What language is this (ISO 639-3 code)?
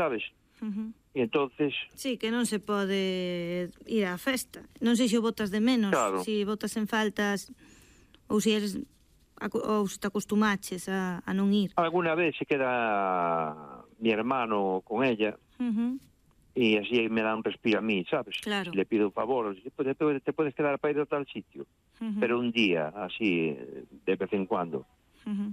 glg